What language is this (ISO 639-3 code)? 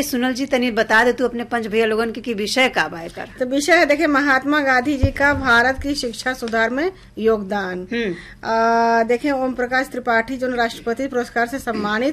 bho